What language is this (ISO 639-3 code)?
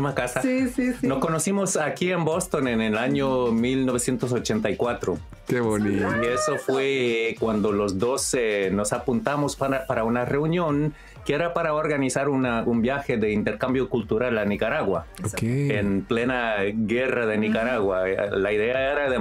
spa